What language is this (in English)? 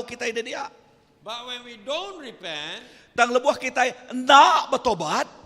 Iban